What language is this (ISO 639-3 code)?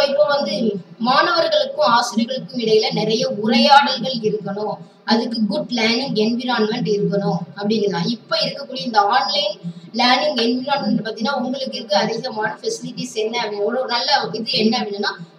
tam